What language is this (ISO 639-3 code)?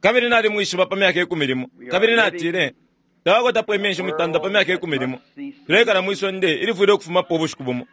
bem